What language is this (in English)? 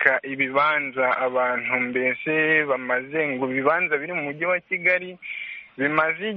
Kinyarwanda